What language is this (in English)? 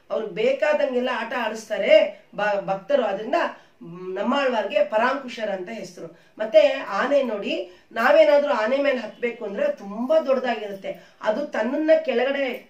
Kannada